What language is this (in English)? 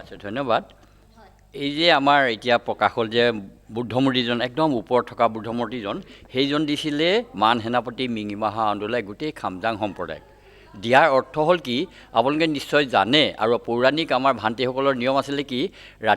Assamese